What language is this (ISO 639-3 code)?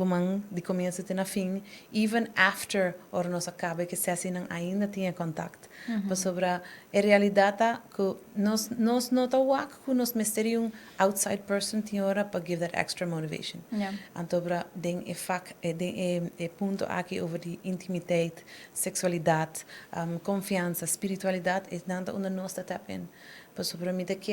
pap